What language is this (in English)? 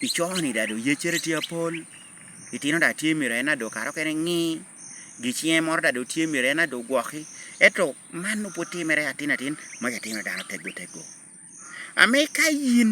Lango (Uganda)